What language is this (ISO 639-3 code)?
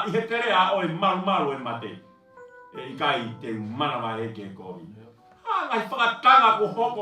ton